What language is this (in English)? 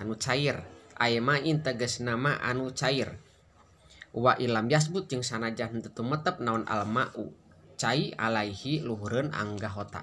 Sundanese